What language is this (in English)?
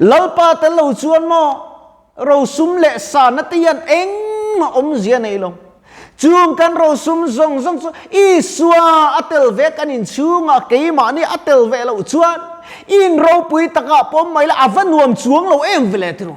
Mizo